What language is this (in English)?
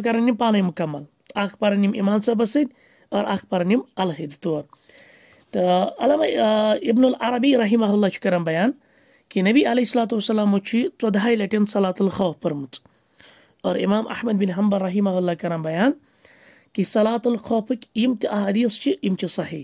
Kashmiri